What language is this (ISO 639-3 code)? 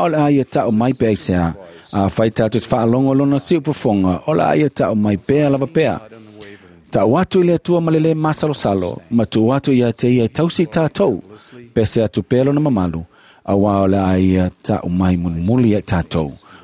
smo